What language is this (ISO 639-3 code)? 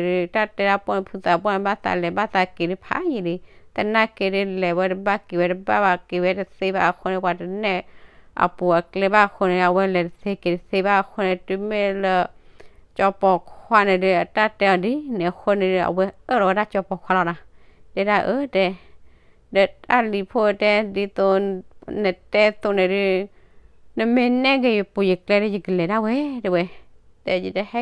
ksw